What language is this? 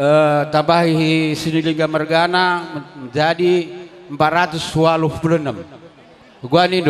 Batak Karo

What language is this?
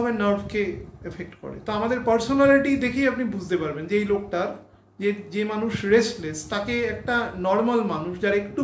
Bangla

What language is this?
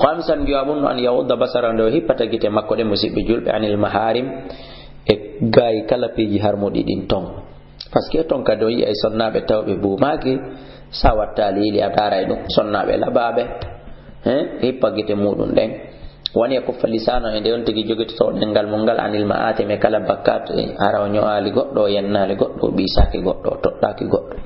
Fula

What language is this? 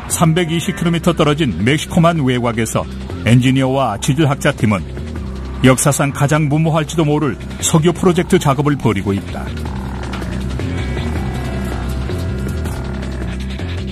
Korean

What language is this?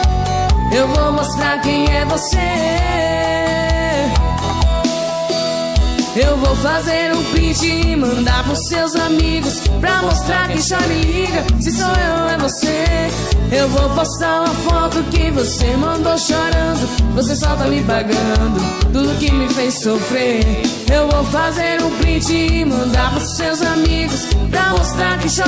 Portuguese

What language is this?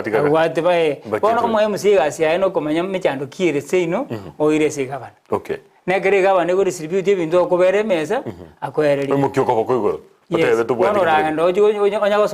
Gusii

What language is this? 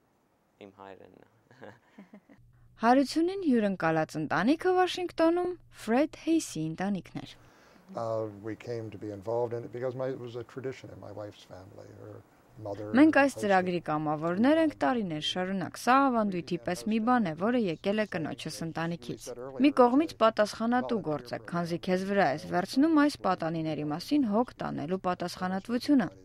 Armenian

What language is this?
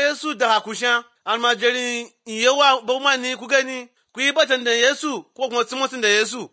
Hausa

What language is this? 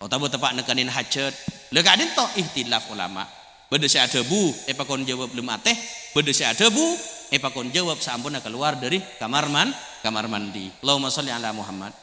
Madurese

